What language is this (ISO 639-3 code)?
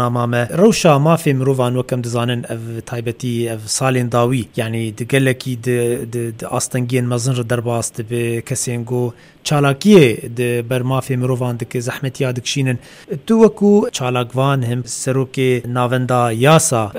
kur